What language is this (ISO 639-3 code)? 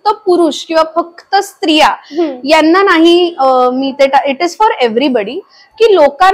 mar